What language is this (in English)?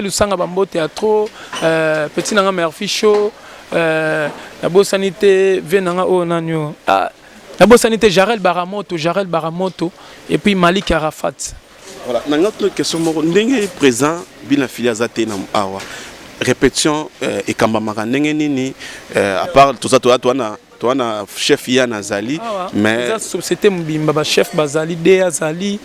Lingala